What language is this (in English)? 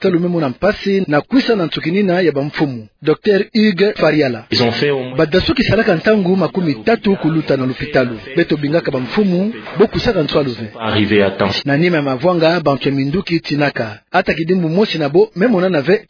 Kituba (Democratic Republic of Congo)